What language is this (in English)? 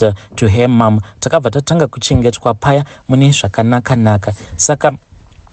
Shona